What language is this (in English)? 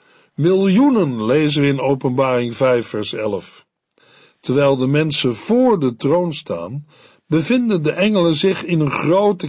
Dutch